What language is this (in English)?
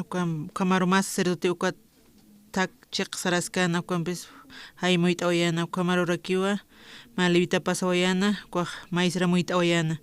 Aymara